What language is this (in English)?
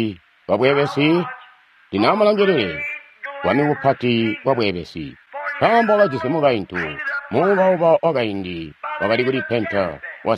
Tonga (Zambia)